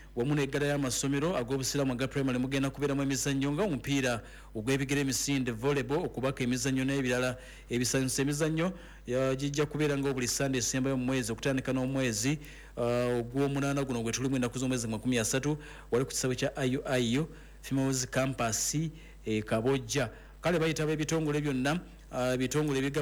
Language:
Ganda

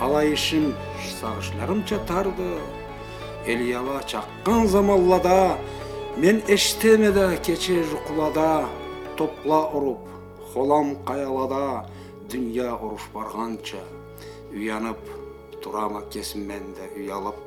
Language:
Karachay-Balkar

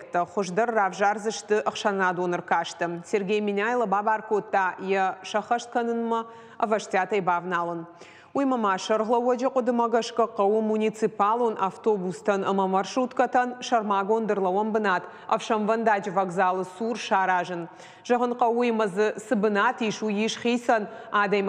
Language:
Ossetic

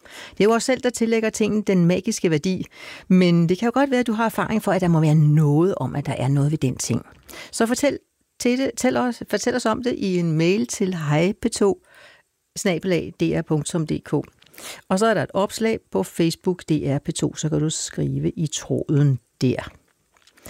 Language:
Danish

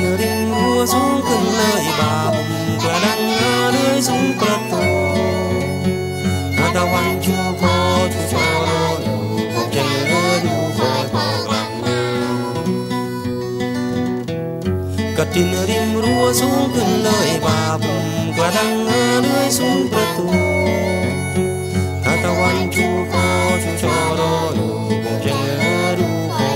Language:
Thai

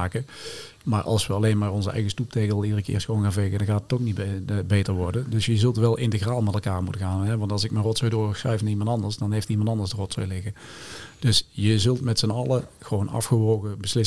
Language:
Dutch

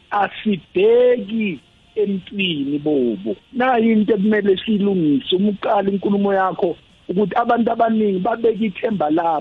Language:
South Ndebele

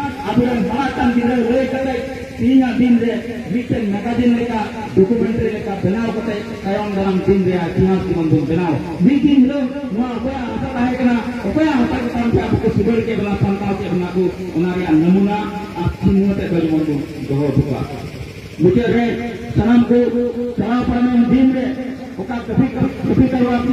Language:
Santali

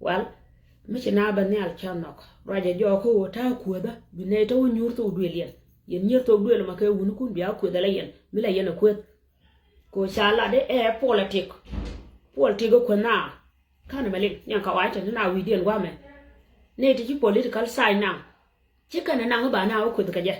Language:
Nuer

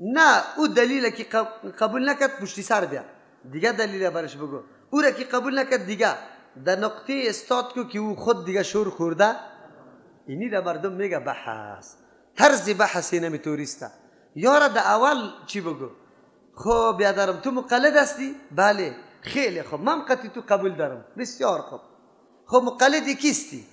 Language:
Persian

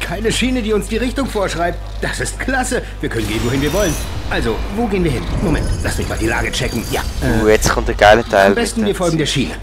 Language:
Swiss German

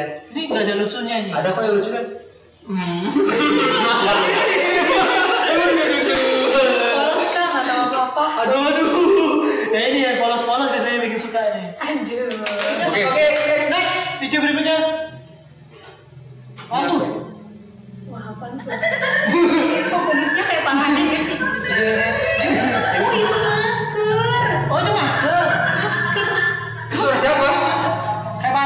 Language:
Indonesian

